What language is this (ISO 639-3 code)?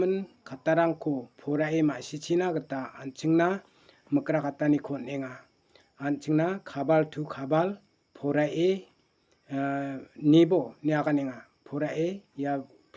grt